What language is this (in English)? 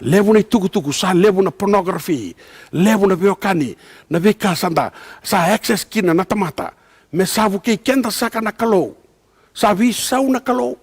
Fijian